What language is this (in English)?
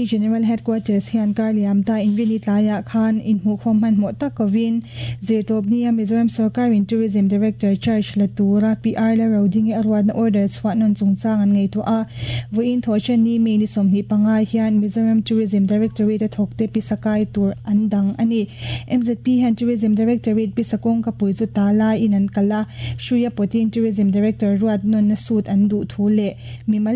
Mizo